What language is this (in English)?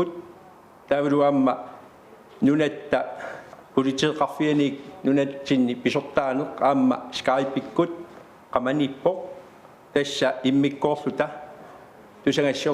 Kalaallisut